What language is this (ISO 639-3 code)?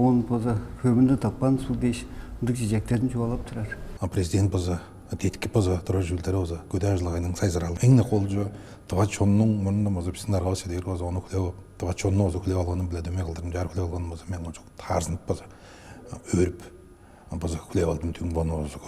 tyv